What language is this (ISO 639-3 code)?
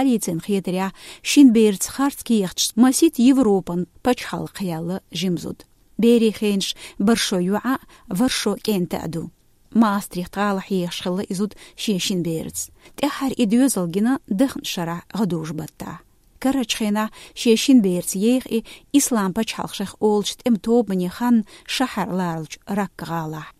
che